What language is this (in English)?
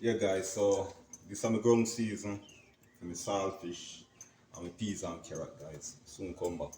Jamaican Creole English